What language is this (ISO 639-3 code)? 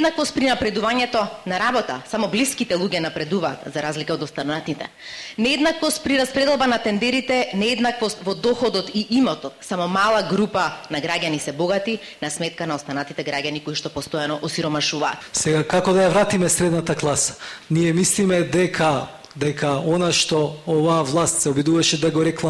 mkd